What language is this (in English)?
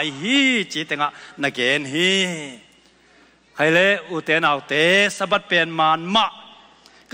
Tedim Chin